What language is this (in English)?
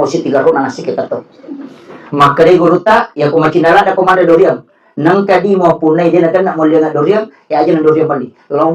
Buginese